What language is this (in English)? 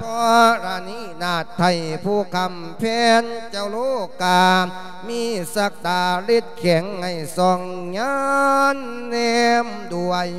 Lao